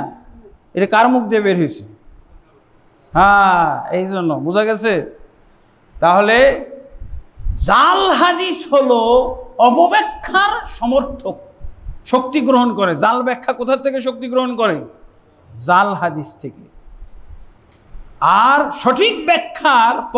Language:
Bangla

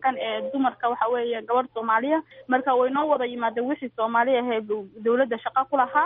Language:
Somali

